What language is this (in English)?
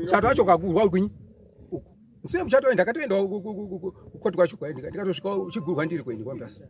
Shona